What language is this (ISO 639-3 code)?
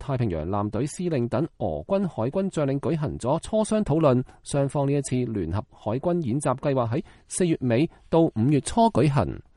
yue